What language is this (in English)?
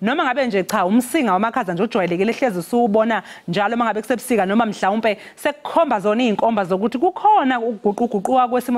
Zulu